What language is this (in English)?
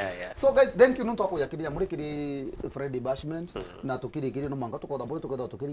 Meru